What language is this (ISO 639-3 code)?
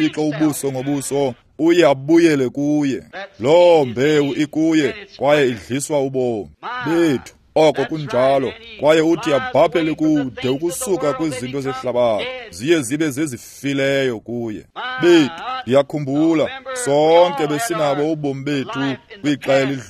xho